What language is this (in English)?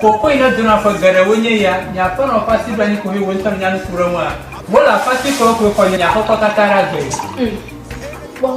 Ewe